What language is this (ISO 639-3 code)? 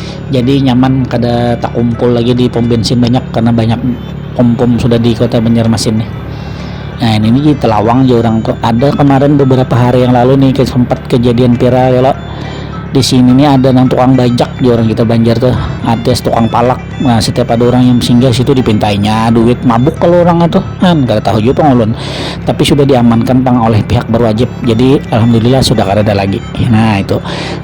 bjn